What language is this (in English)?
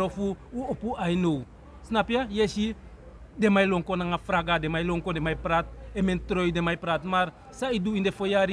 Sranan Tongo